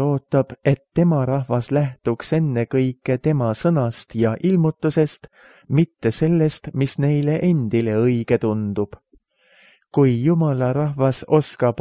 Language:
Estonian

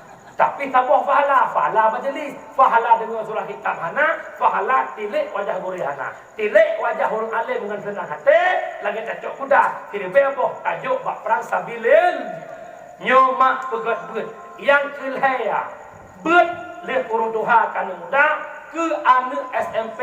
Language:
Achinese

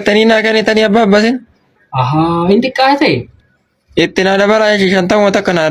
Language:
Oromo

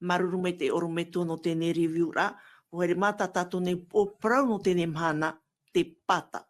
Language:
Tahitian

